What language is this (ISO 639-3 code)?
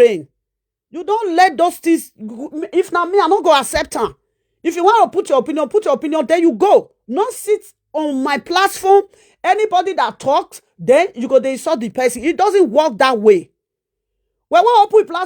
pcm